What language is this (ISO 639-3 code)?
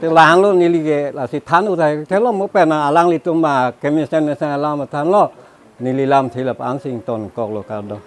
mjw